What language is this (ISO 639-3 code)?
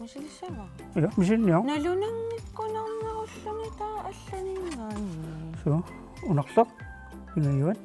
kal